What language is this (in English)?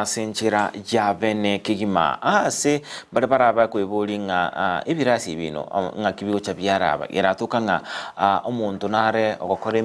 Gusii